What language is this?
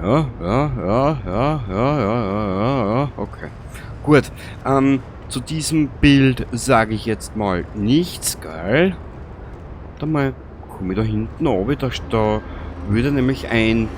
Bavarian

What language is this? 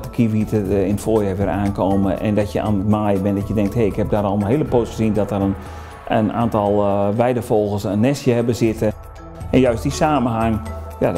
Dutch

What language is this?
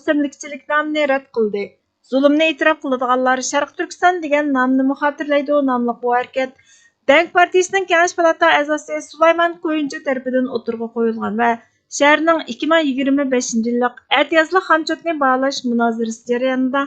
Uyghur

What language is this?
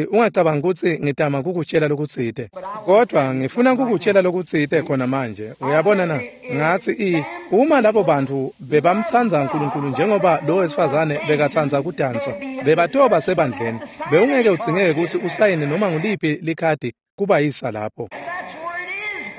Swati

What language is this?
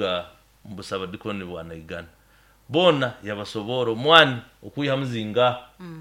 Nyoro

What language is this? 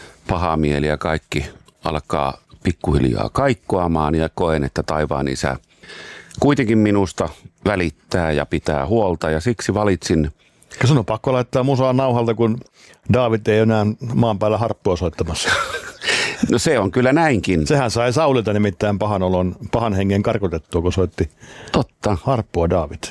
Finnish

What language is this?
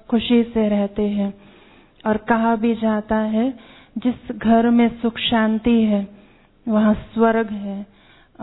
Hindi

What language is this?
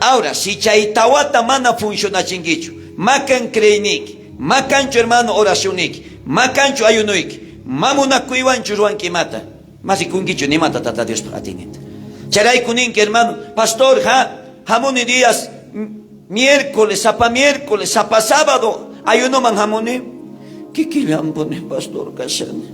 South Bolivian Quechua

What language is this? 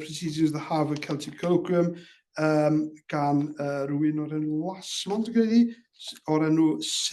Welsh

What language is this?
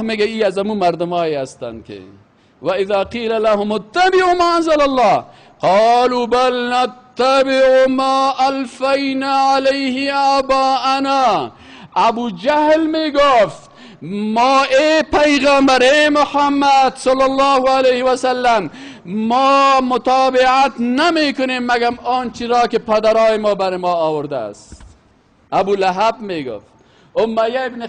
Persian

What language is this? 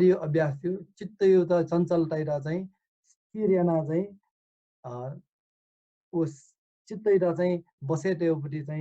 Newari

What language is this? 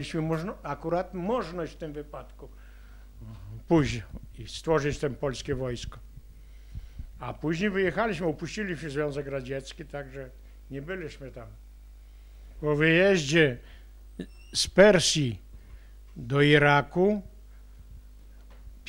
Polish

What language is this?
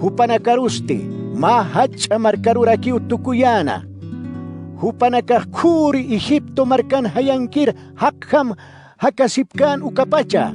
Aymara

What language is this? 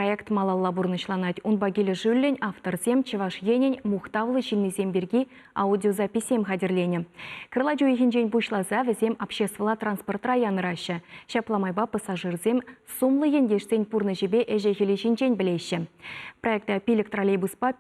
Chuvash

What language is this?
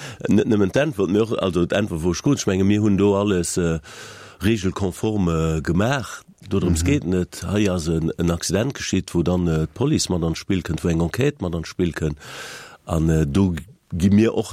Luxembourgish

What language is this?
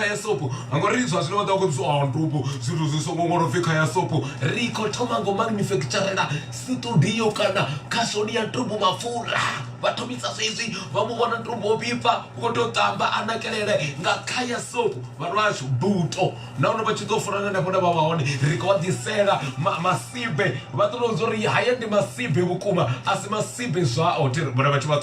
Venda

